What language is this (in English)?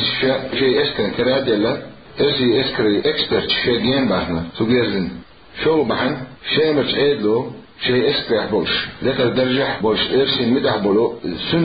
Chechen